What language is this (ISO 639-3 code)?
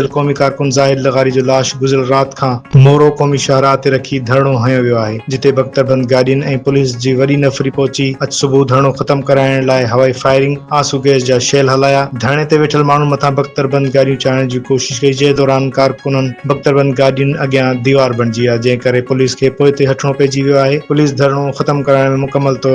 snd